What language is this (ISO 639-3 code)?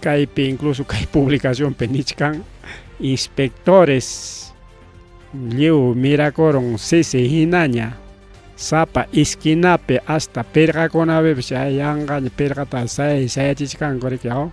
quy